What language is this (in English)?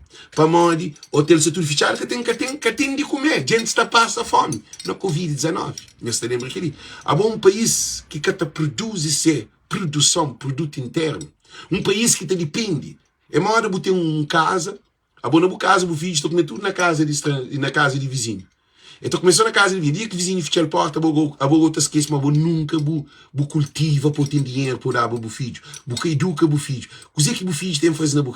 Kabuverdianu